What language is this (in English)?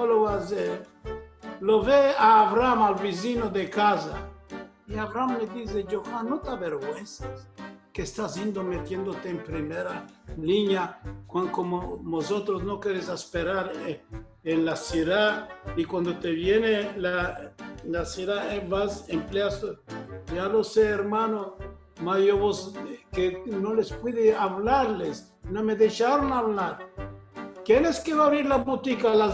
Ladino